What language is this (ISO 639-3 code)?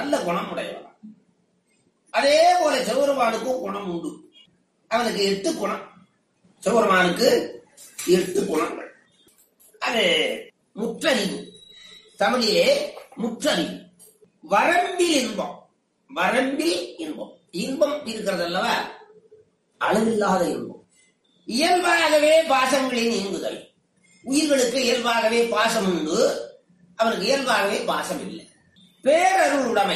tam